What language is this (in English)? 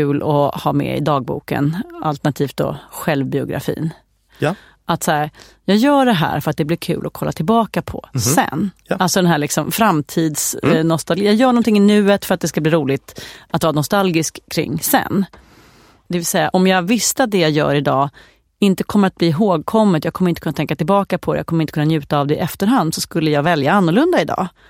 Swedish